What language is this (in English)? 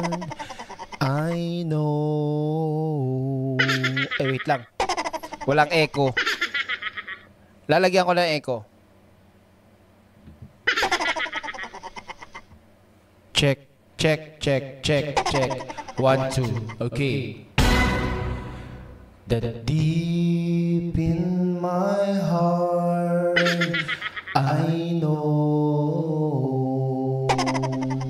Filipino